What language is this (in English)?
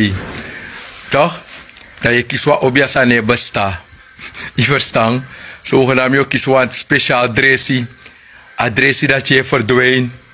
Sranan Tongo